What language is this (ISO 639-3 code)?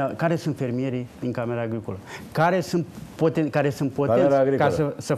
ron